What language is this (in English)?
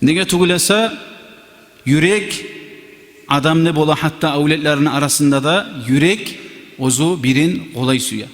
Kumyk